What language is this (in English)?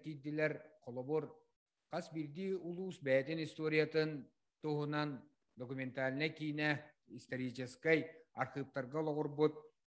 Yakut